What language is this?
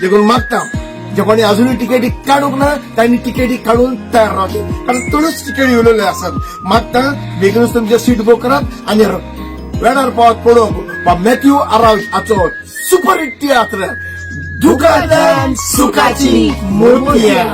Konkani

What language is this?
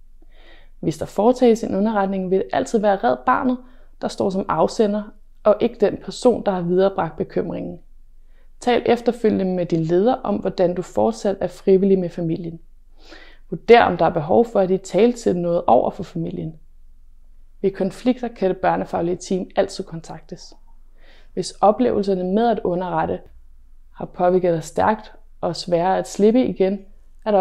Danish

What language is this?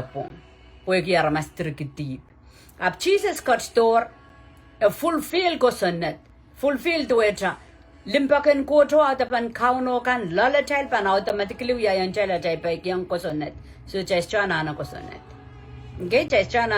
Pohnpeian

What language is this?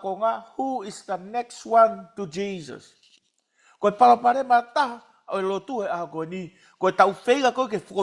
Tongan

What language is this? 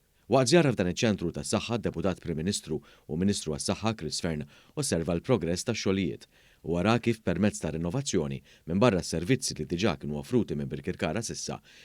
Maltese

